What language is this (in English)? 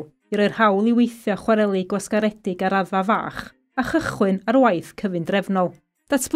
Welsh